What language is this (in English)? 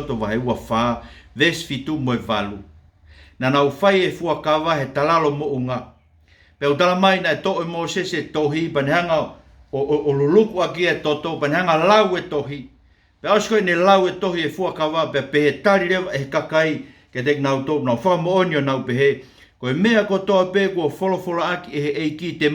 Tongan